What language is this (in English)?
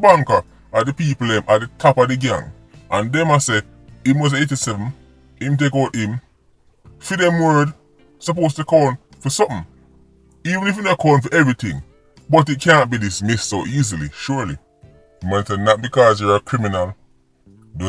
Jamaican Creole English